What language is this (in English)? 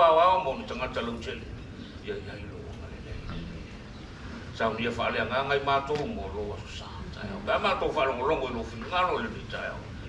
Samoan